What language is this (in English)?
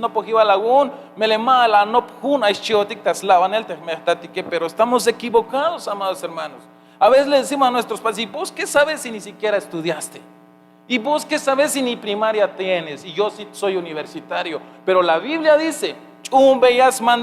Tzeltal